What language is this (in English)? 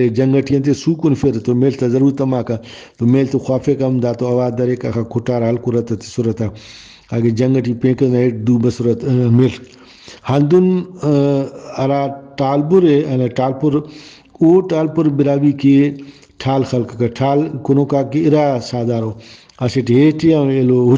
Brahui